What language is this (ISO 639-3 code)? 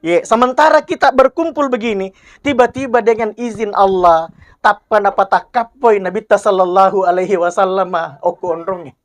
bug